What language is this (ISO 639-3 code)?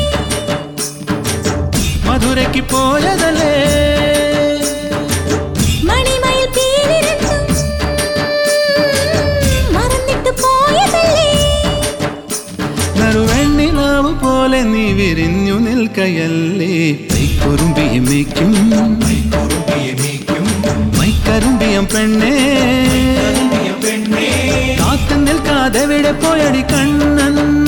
mal